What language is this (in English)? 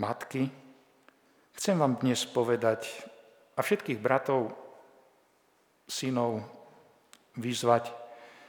Slovak